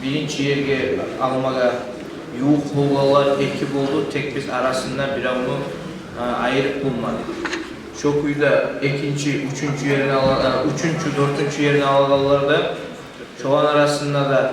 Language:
Kumyk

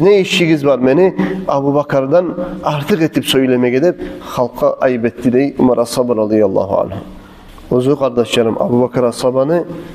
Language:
Kumyk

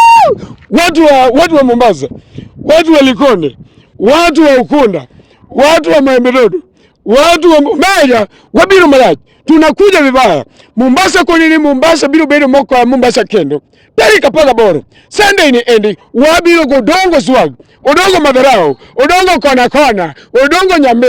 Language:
Luo (Kenya and Tanzania)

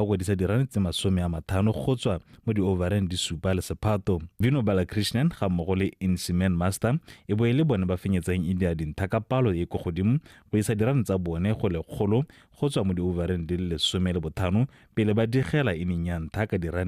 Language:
Tswana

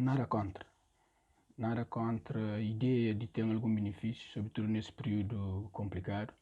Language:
Kabuverdianu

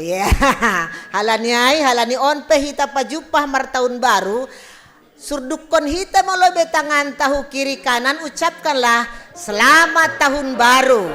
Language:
Batak Simalungun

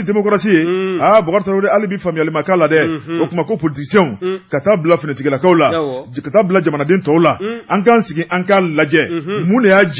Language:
Bambara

